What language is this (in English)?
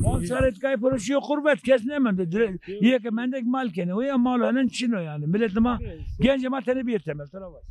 Zaza